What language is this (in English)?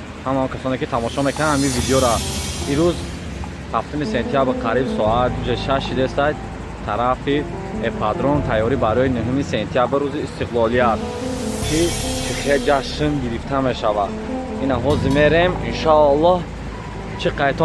Tajik